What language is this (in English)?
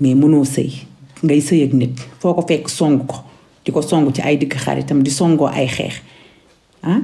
Wolof